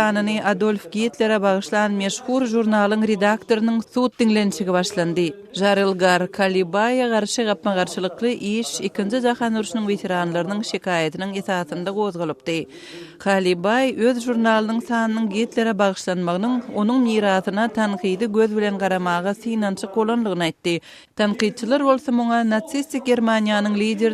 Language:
Turkmen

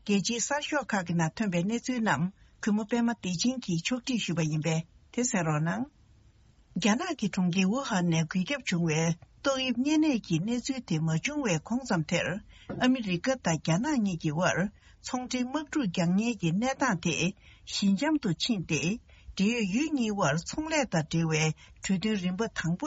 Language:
Tibetan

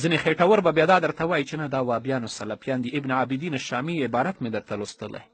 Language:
Pashto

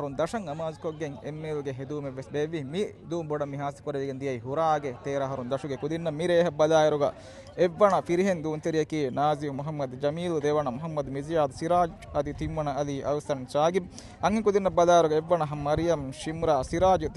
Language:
Divehi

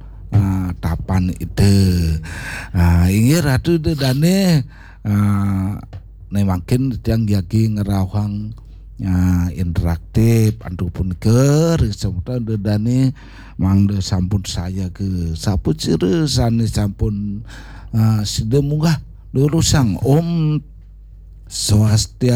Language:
Balinese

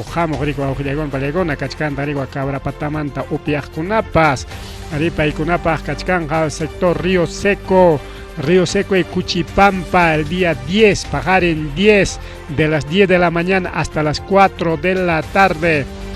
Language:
Ayacucho Quechua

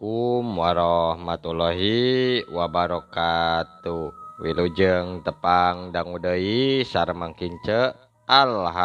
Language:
Sundanese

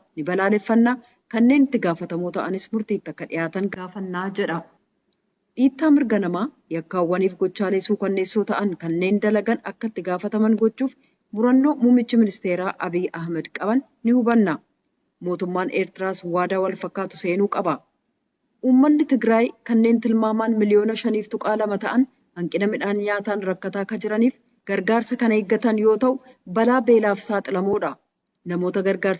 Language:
Oromo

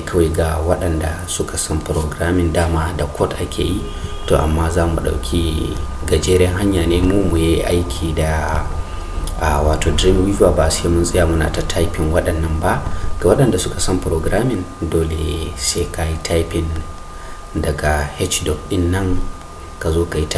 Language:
Hausa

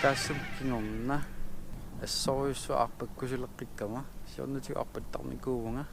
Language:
Kalaallisut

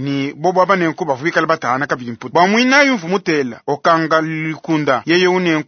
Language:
Luba-Lulua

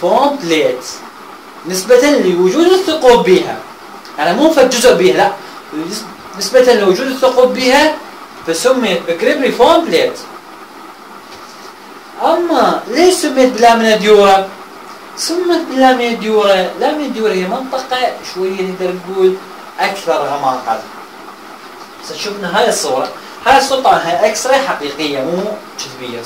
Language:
Mesopotamian Arabic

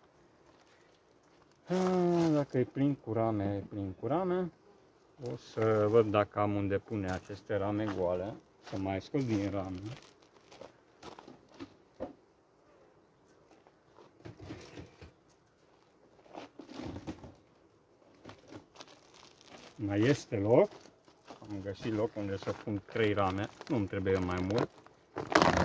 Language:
Romanian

